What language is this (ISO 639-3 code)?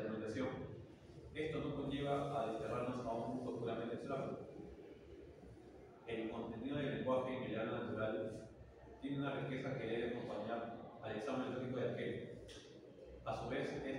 spa